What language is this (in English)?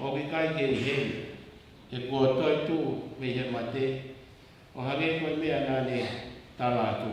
Tongan